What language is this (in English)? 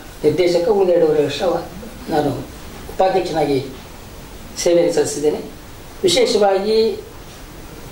Kannada